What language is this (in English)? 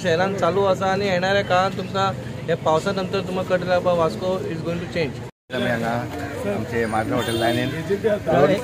Konkani